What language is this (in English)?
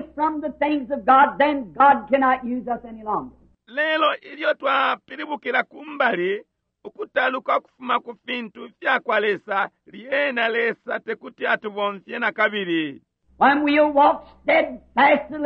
Bemba